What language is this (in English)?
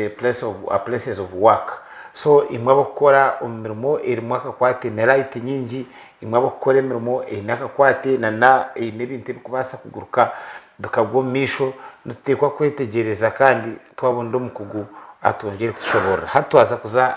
Nyankole